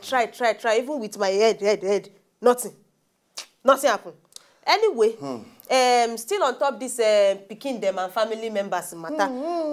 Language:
Nigerian Pidgin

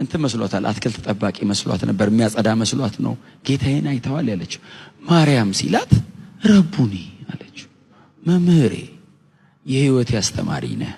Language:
Amharic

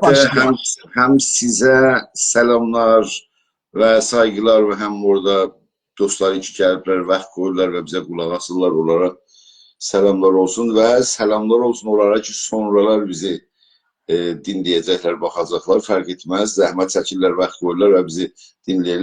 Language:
South Azerbaijani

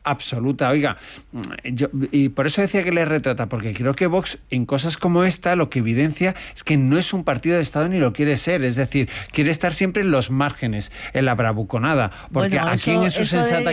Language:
Spanish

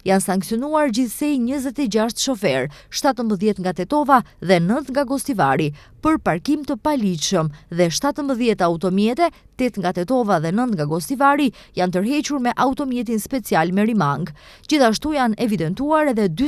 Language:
Albanian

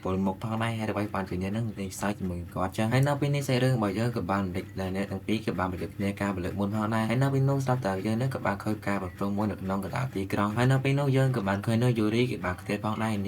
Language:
Khmer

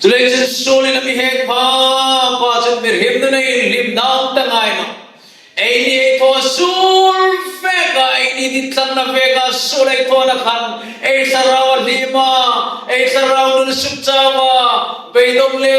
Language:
Hmar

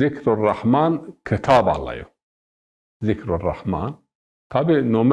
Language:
Zaza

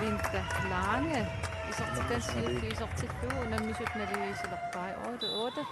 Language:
Kalaallisut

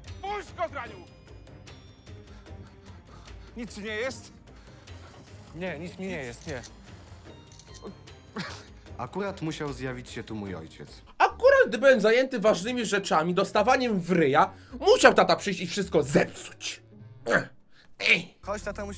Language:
Polish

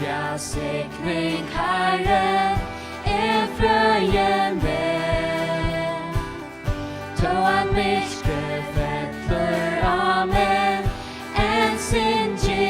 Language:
Faroese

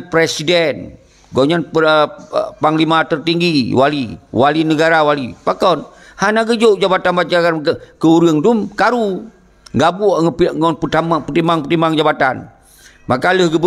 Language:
Achinese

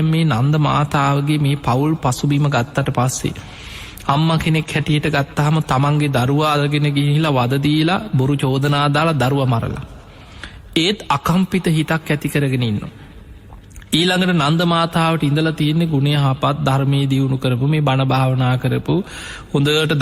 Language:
Sinhala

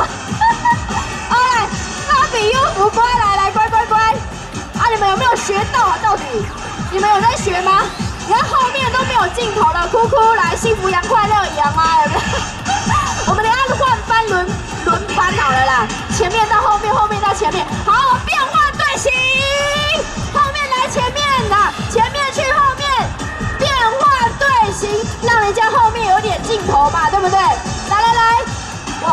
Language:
Chinese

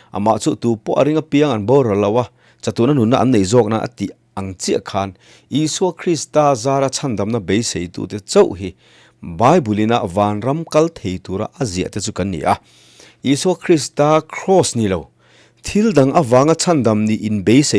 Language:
Mizo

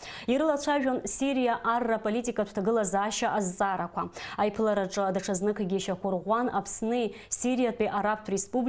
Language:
Abkhazian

